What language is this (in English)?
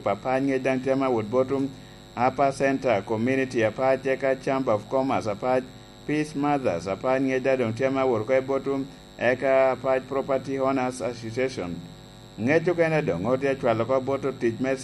Lango (Uganda)